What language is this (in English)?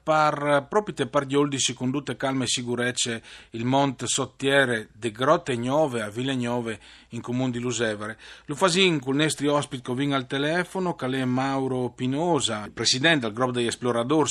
Friulian